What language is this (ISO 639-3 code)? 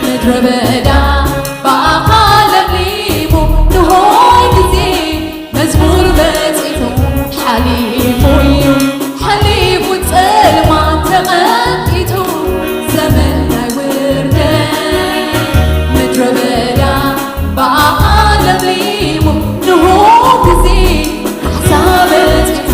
tir